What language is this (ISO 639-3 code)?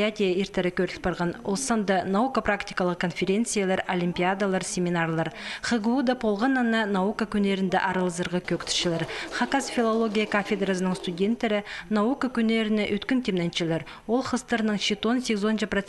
kjh